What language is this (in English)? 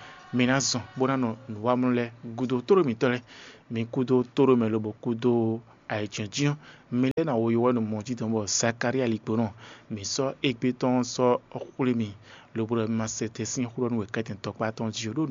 Fon